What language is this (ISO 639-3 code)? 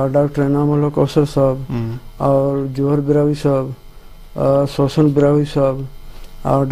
brh